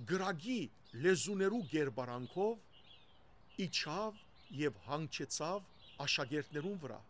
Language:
Western Armenian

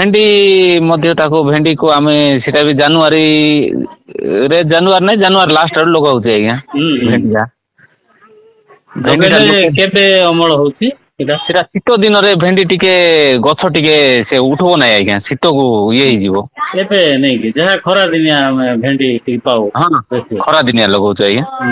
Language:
Odia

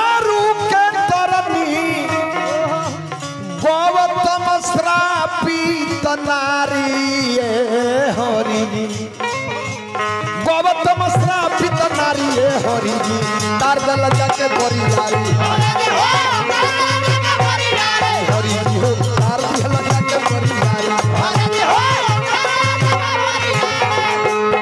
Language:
Bhojpuri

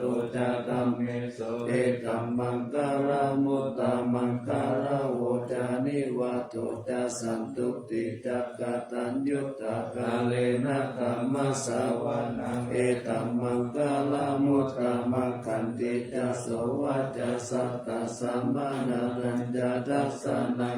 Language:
Pali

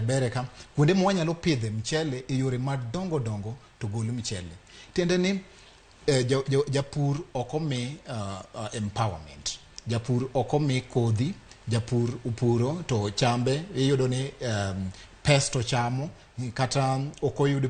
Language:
Luo (Kenya and Tanzania)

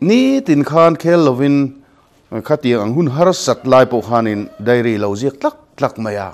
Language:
Mizo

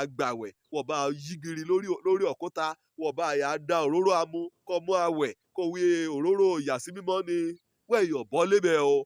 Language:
Yoruba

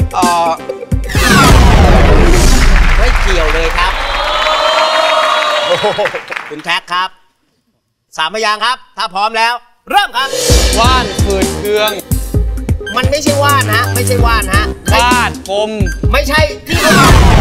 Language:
Thai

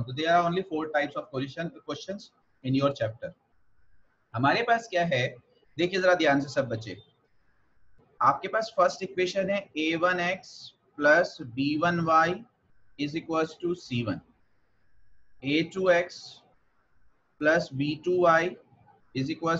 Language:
Hindi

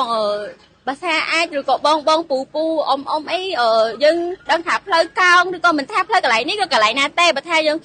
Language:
Khmer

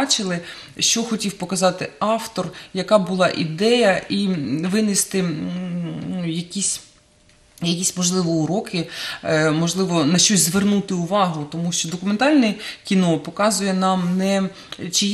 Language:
Ukrainian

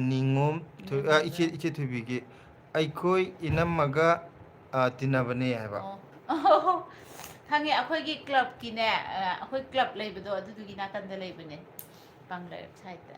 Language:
Manipuri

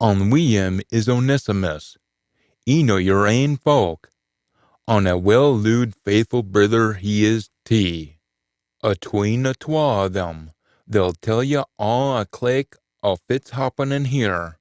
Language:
Scots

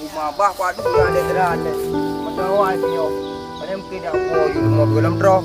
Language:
Achinese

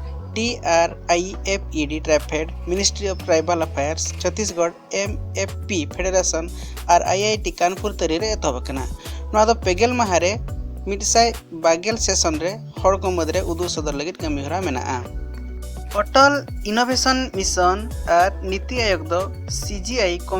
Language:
Santali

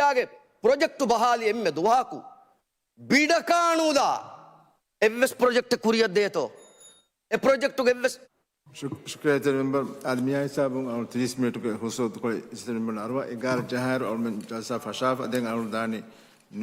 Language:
Divehi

